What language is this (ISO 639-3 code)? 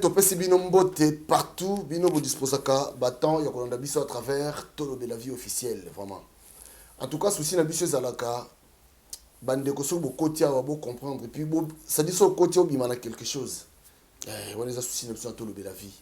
lin